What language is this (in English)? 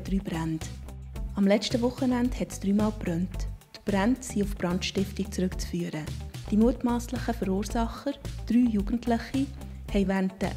Swiss German